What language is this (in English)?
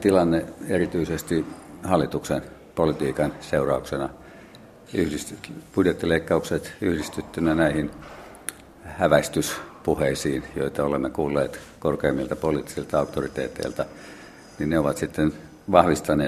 Finnish